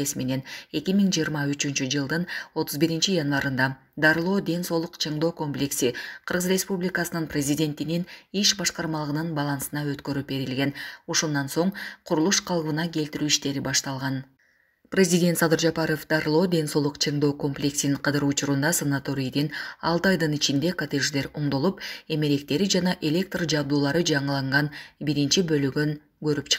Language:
Kyrgyz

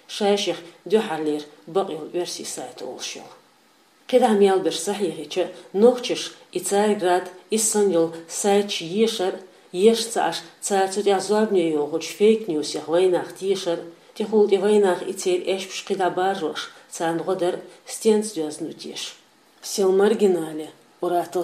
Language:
Chechen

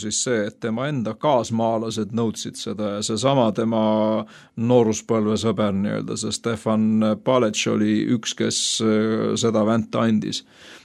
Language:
Estonian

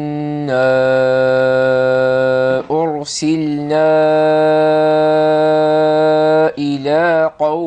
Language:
Arabic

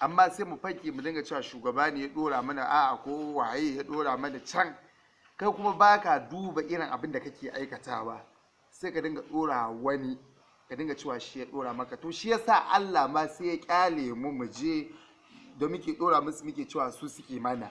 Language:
Hausa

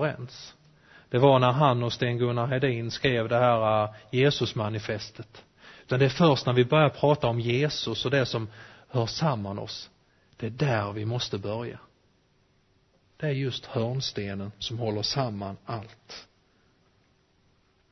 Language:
Swedish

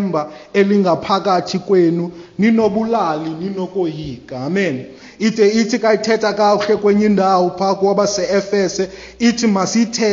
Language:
Xhosa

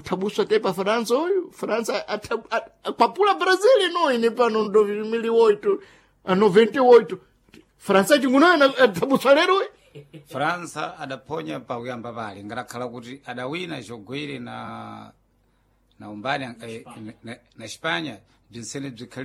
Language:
Sena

